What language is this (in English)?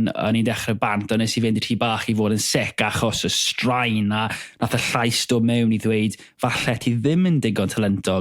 Welsh